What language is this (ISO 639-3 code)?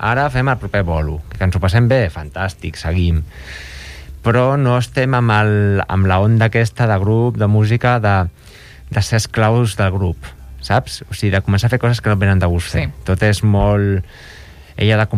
cat